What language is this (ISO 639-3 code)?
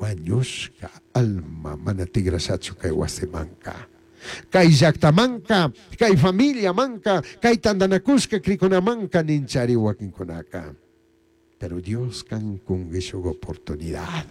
qug